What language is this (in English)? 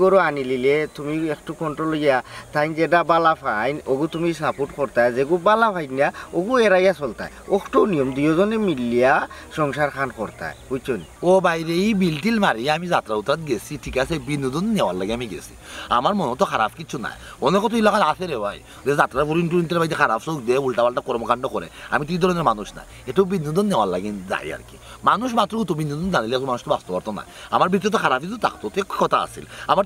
Sylheti